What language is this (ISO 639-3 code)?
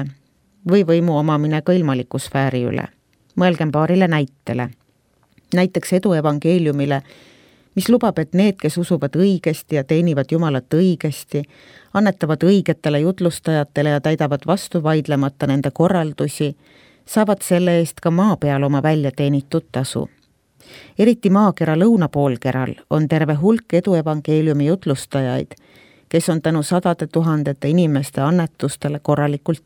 est